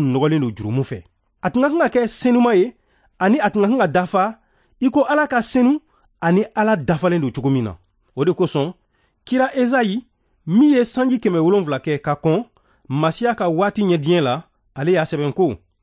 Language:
Bambara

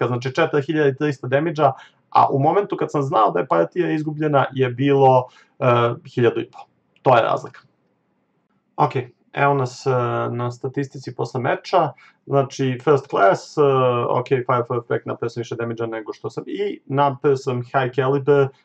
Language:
Serbian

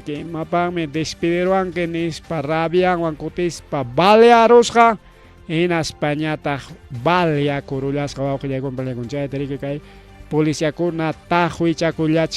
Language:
Ayacucho Quechua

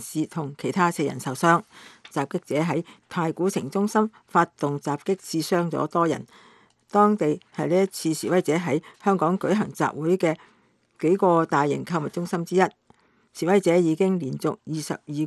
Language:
Cantonese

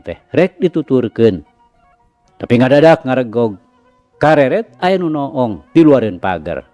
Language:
Sundanese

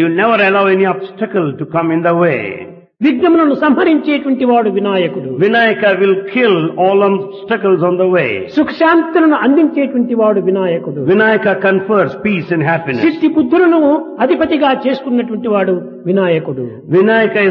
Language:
Telugu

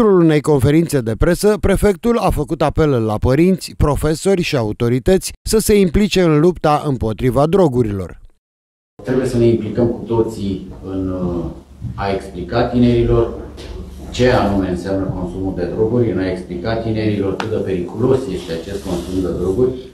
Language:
Romanian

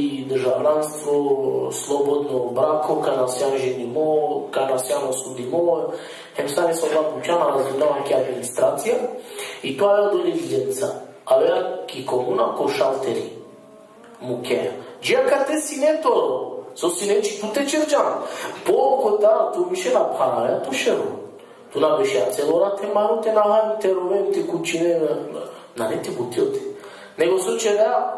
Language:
Balkan Romani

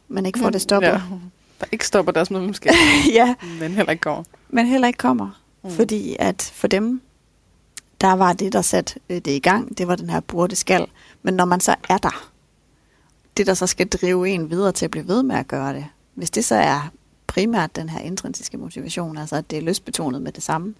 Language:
Danish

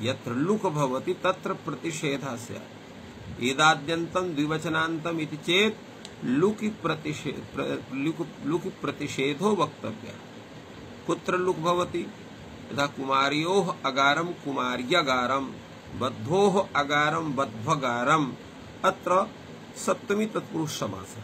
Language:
Sanskrit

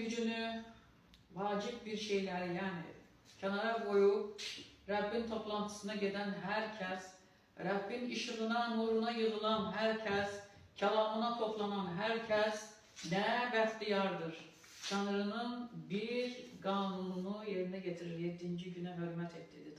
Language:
Azerbaijani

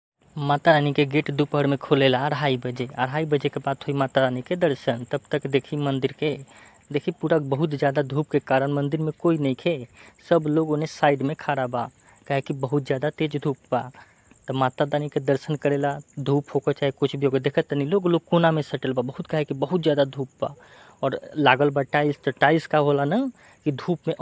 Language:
Bhojpuri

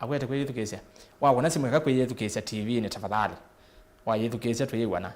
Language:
Kamba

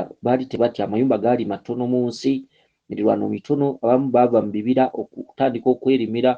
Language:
Ganda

